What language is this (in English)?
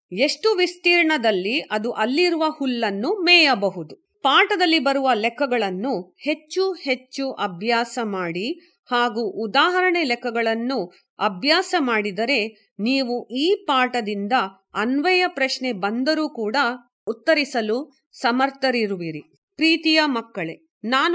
Kannada